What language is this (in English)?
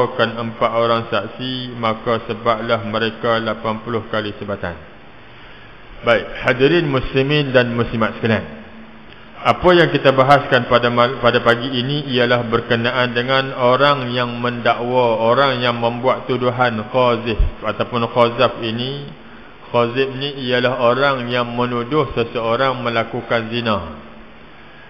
Malay